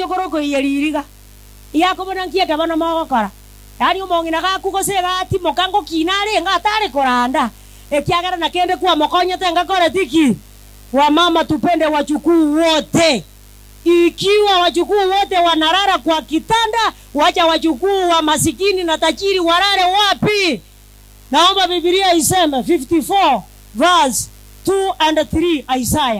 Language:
Gusii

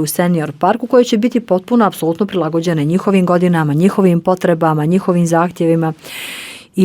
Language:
Bosnian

